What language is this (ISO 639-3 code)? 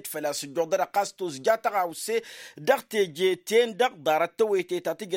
taq